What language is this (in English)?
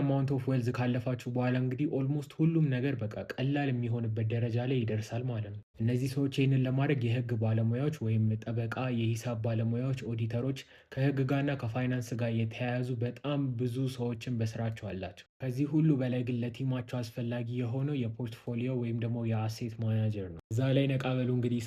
Amharic